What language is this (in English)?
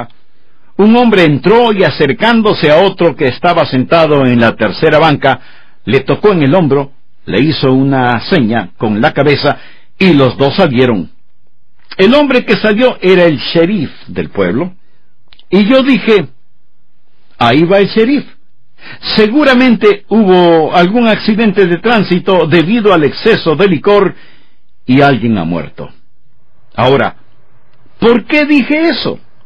Spanish